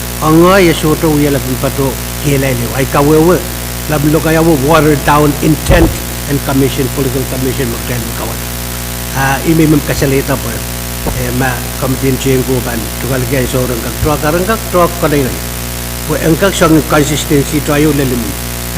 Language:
Pohnpeian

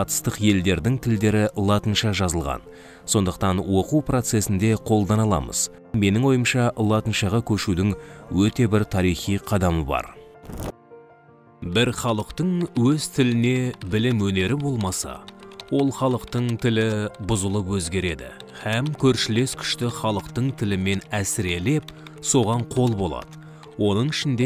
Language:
Kazakh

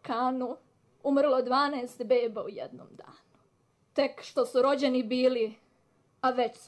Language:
Croatian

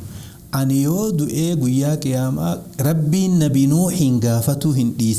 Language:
Oromo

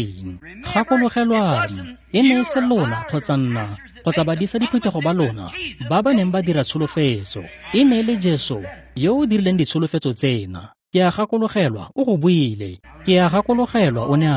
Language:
Tswana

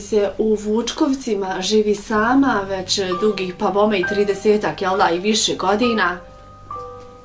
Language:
Bosnian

